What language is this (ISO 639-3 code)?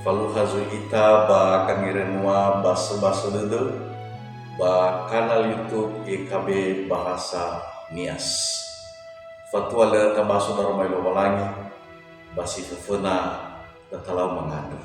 nia